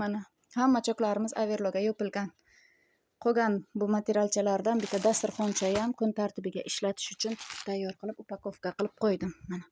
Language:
Uzbek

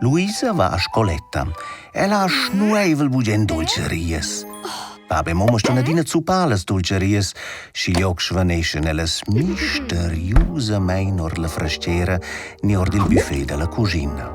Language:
Romansh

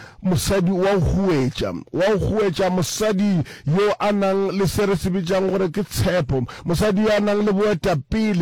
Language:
Northern Sotho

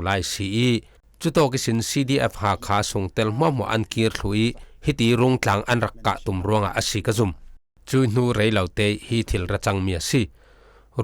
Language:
Falam Chin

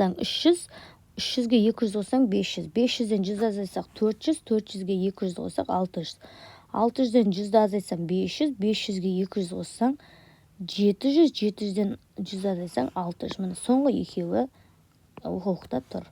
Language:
Kazakh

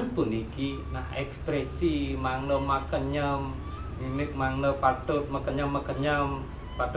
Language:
Balinese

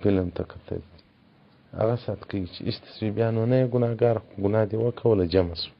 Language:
Pashto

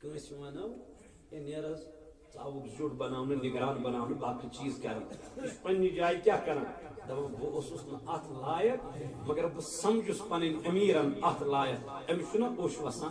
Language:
Kashmiri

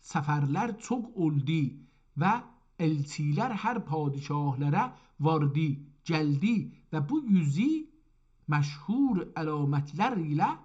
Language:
South Azerbaijani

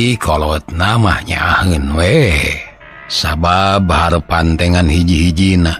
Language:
Sundanese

